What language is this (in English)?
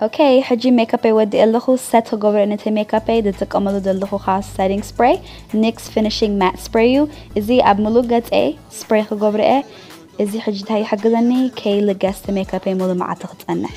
Tigrinya